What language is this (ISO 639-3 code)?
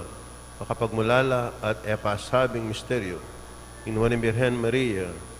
pam